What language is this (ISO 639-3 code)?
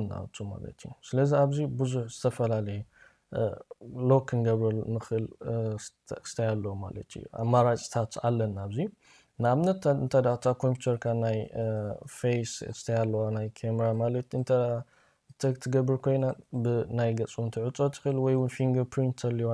tir